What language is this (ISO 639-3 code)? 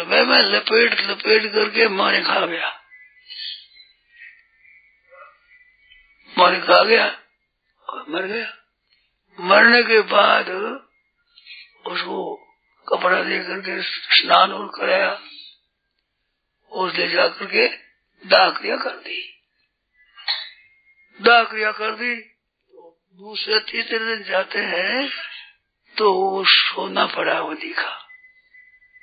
hin